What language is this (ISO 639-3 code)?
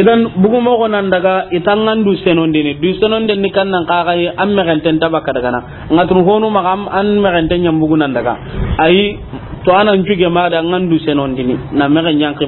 snk